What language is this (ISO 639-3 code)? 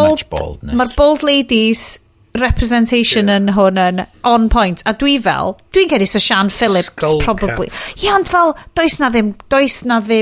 cym